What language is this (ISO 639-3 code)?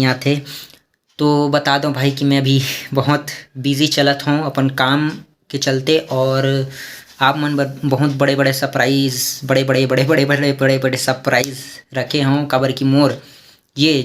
hne